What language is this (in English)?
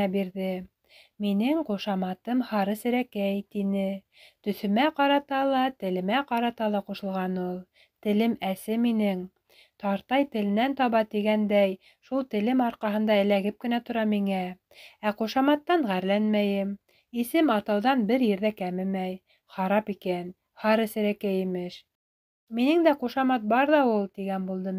Bashkir